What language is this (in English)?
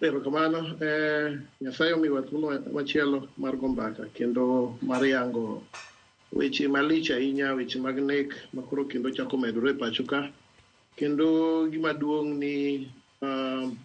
Luo (Kenya and Tanzania)